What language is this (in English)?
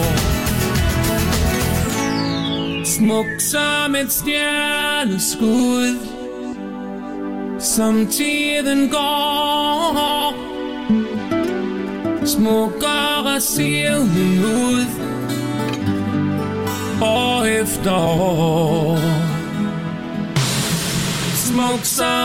Danish